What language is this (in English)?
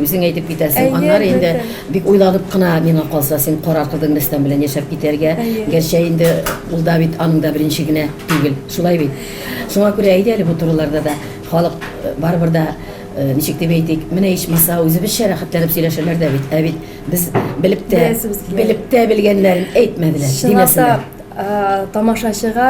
Tatar